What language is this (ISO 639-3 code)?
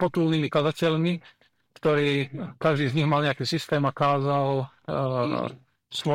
slk